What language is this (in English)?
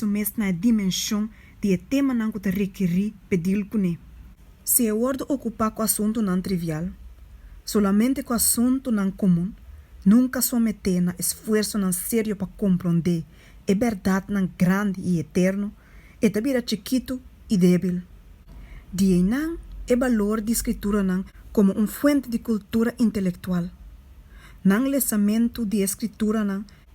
Papiamento